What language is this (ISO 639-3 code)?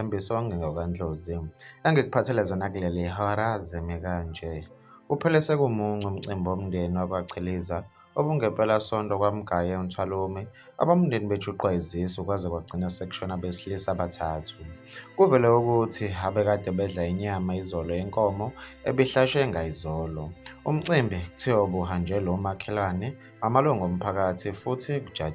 zul